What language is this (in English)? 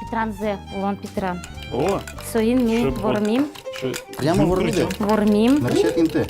Udmurt